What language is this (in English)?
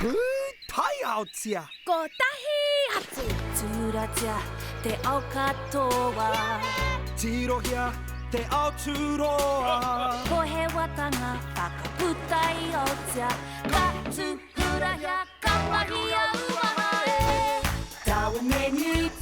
Māori